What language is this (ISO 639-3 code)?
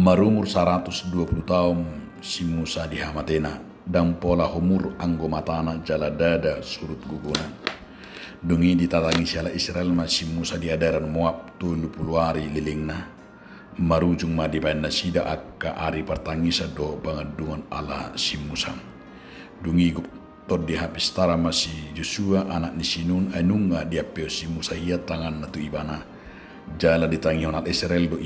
bbc